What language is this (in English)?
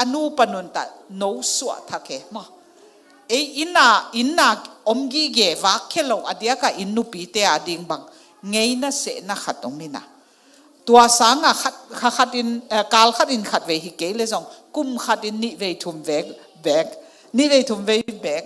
Tedim Chin